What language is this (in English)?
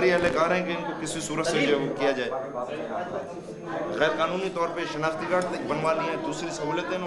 Hindi